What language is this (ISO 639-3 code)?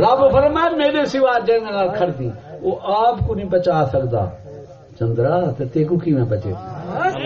skr